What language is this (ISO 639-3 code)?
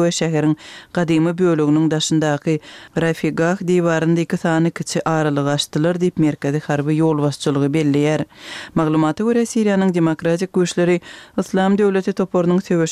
kir